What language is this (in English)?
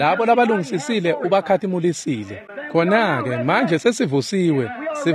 Swati